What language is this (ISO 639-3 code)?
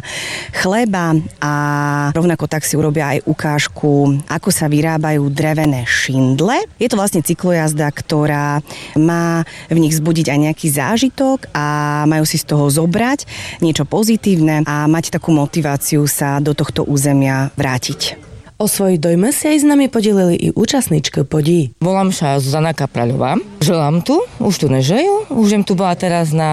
slk